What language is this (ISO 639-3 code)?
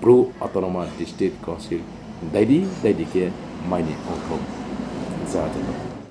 ria